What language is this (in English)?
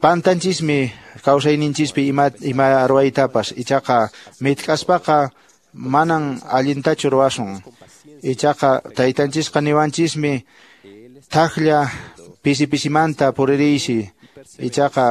Quechua